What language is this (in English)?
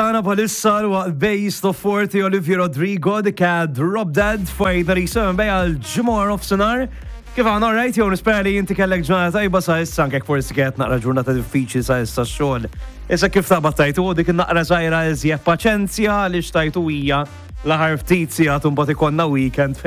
Maltese